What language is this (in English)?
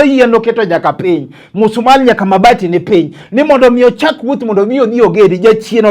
Luo (Kenya and Tanzania)